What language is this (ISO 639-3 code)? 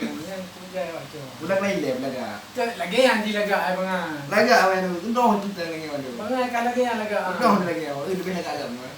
ace